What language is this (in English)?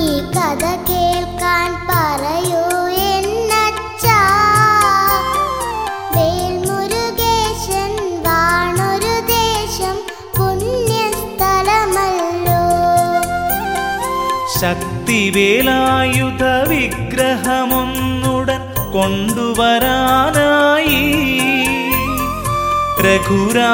Malayalam